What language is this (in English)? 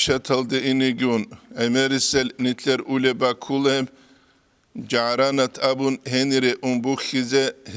Avaric